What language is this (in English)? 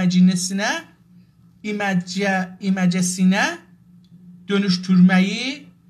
South Azerbaijani